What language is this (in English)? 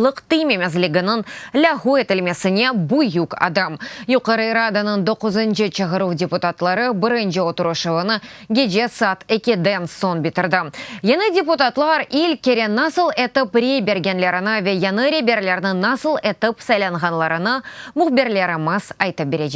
Crimean Tatar